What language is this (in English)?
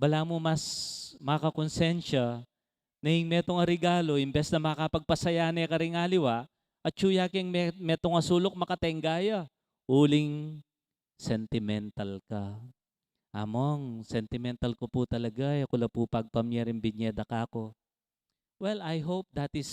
Pampanga